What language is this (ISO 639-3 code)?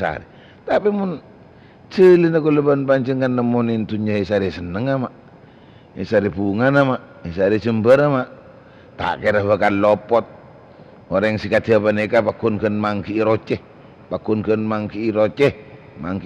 mad